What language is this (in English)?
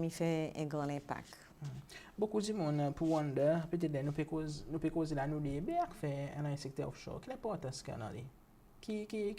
Seselwa Creole French